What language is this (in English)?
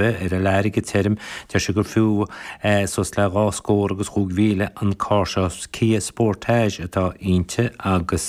Irish